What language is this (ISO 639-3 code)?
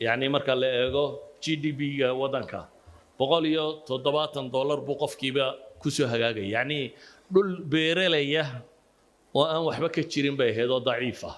som